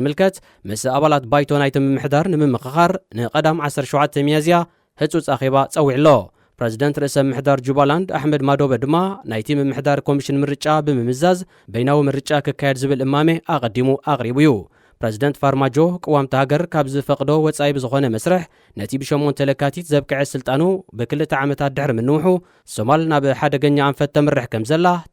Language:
Tigrinya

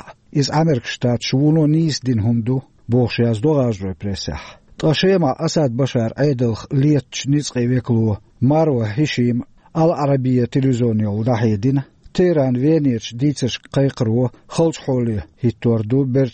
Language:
Chechen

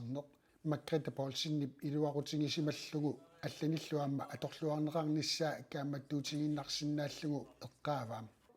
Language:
Kalaallisut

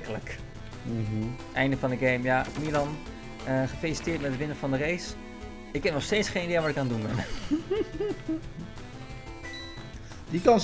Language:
Dutch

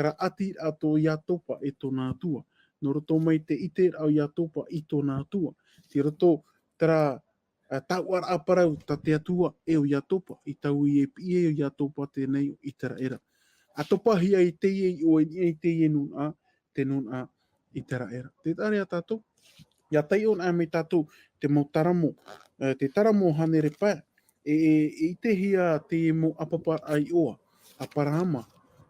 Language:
Tahitian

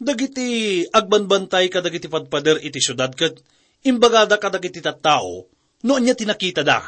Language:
Iloko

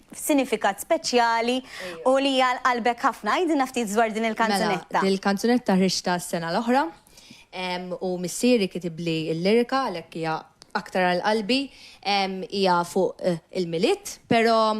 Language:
Maltese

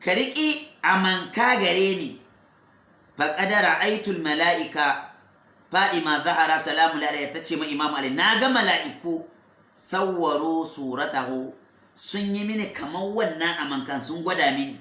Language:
Hausa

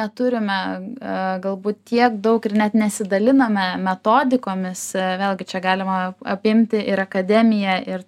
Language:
Lithuanian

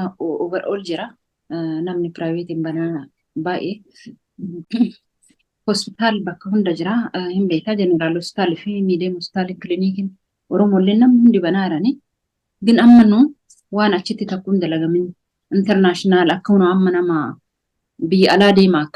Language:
Oromo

